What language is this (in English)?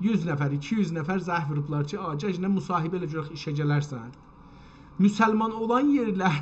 South Azerbaijani